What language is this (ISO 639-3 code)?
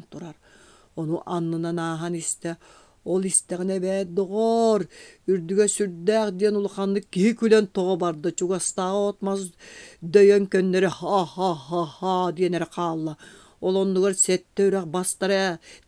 sah